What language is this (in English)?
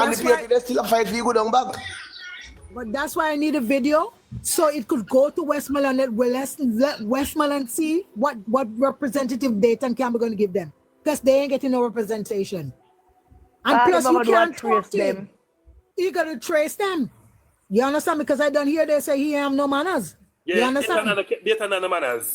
Jamaican Creole English